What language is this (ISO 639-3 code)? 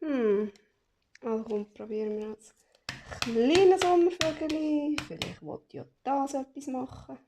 gsw